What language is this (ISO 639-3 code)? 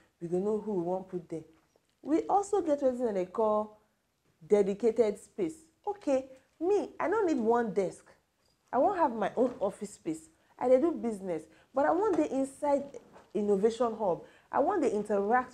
pcm